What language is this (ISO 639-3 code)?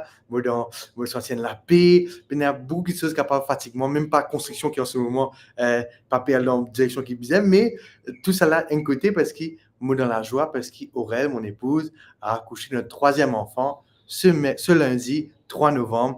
mfe